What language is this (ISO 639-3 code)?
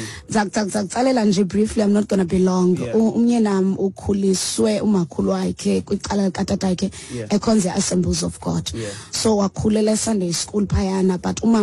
xho